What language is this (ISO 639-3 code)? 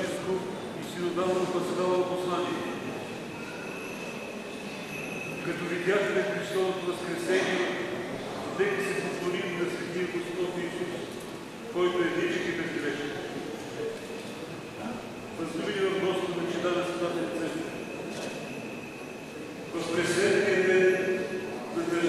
bul